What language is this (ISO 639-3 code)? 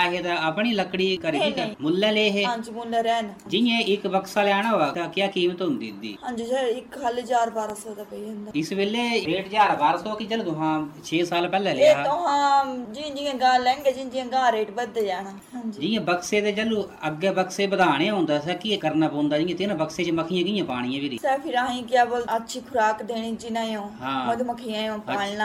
pan